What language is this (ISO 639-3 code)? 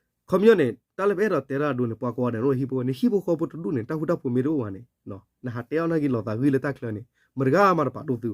ksw